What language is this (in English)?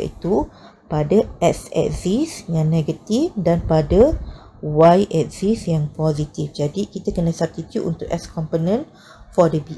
Malay